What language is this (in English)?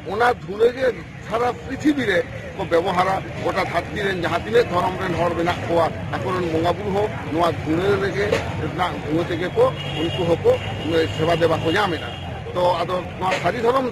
Santali